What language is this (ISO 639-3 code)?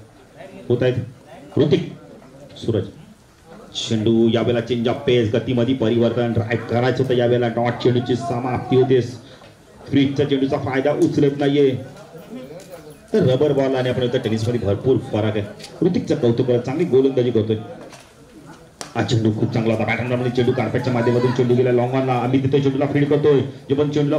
mar